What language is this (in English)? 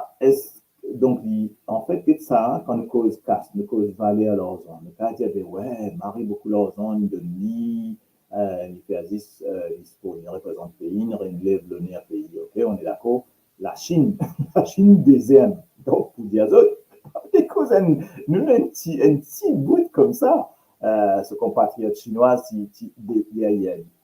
Morisyen